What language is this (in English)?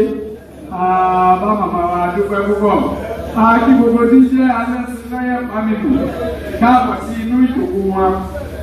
Yoruba